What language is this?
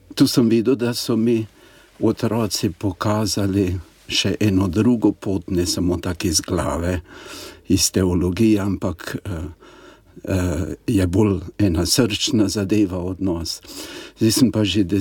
Slovenian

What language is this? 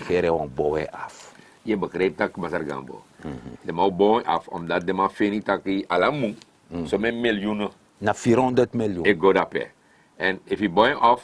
Sranan Tongo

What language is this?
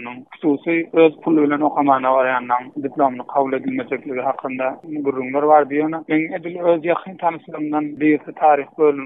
Turkmen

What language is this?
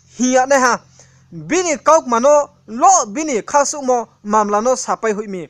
Riang (India)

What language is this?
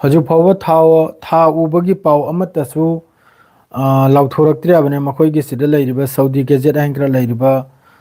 Manipuri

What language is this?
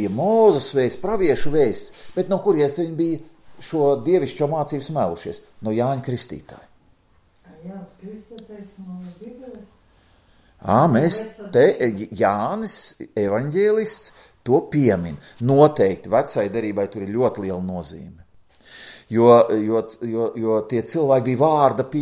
Latvian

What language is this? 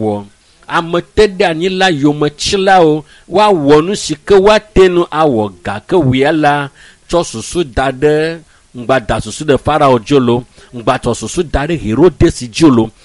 Ewe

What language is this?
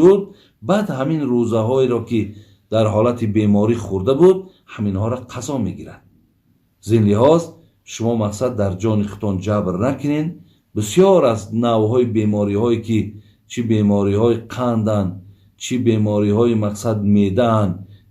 Tajik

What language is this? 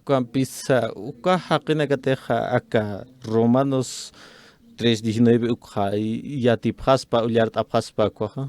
Aymara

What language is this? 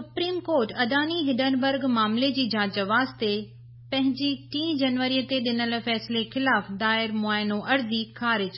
Sindhi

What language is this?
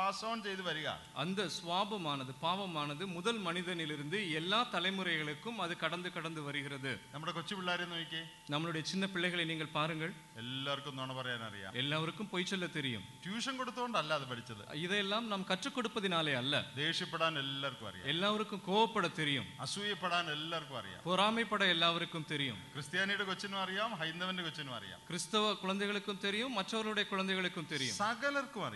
Malayalam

